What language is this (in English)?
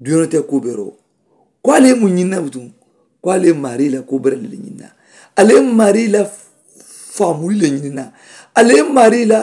Mandingo